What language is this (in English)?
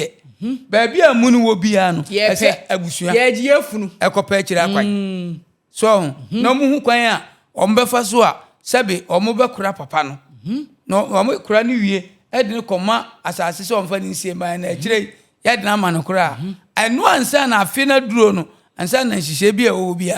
Akan